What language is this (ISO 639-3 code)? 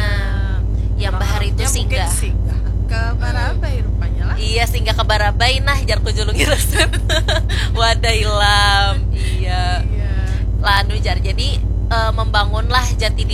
bjn